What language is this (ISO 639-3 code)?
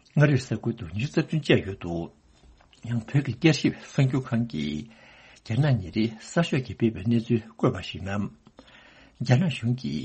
bod